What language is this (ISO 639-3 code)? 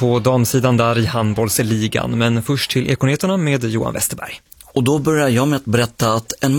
swe